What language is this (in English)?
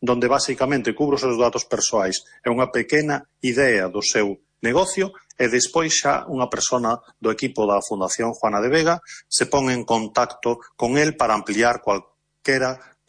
Galician